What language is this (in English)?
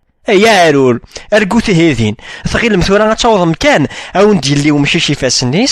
Kabyle